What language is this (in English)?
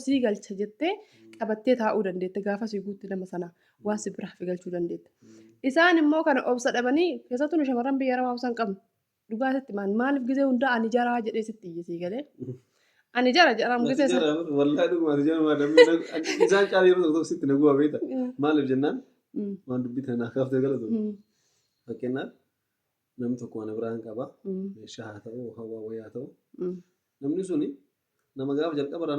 Oromo